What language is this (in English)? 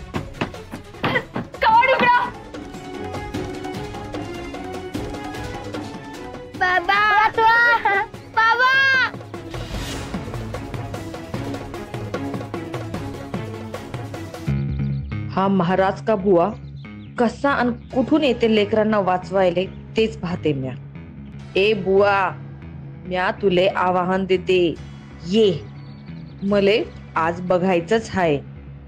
Marathi